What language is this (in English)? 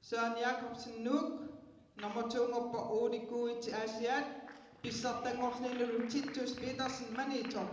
Kalaallisut